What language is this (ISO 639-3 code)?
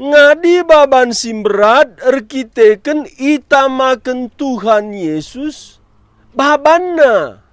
btx